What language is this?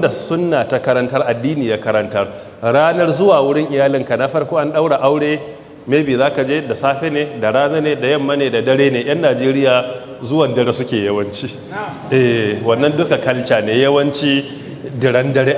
Hausa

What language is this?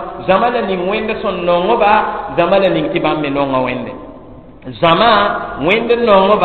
Mossi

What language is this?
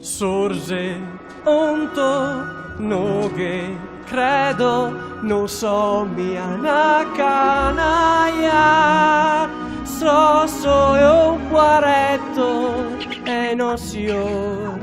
Venetian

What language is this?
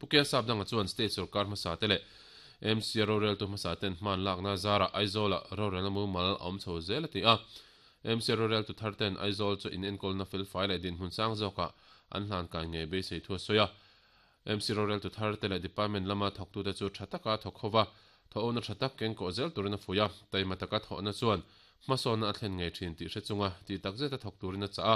Mizo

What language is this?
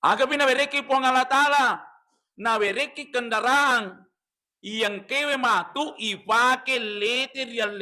Buginese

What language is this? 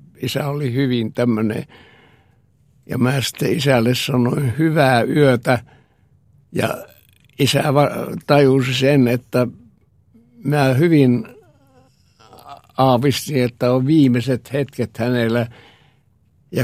Finnish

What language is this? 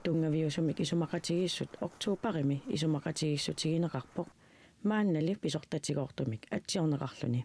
Kalaallisut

